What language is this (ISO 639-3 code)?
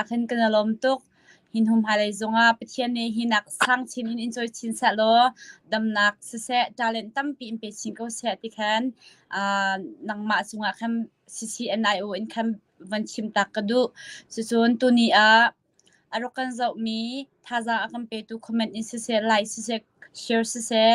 cnh